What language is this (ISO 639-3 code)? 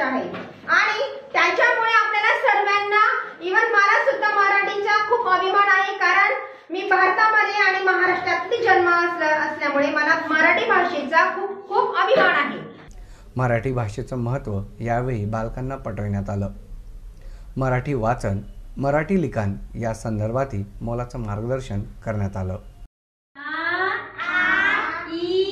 mar